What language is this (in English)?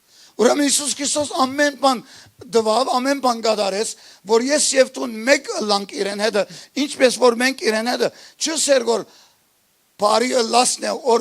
Western Armenian